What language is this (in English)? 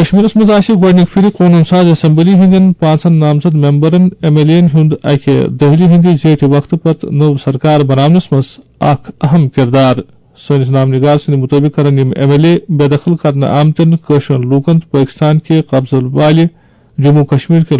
Kashmiri